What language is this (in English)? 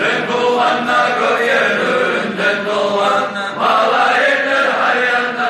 Kumyk